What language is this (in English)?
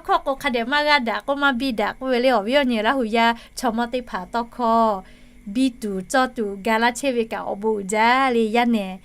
Lahu